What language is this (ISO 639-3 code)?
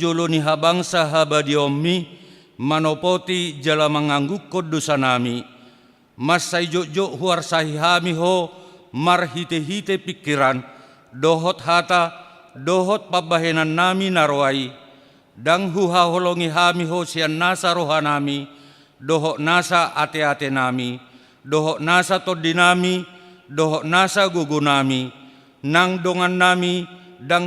bbc